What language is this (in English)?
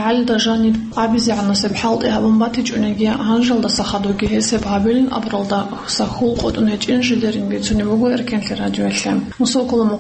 Avaric